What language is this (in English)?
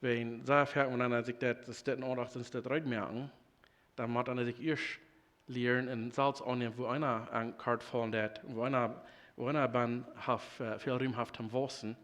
Plautdietsch